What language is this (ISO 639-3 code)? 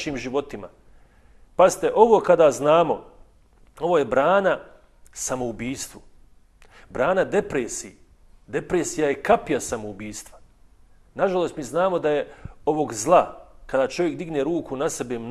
bos